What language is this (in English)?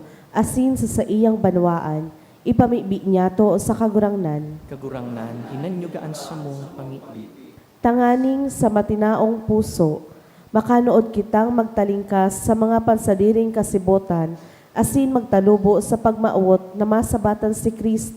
Bikol